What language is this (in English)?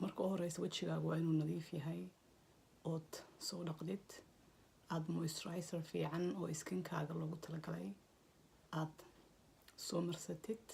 Somali